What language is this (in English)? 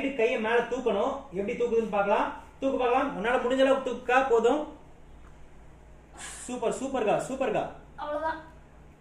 Tamil